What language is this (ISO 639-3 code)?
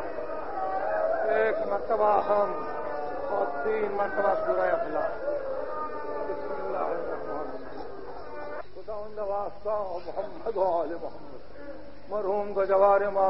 urd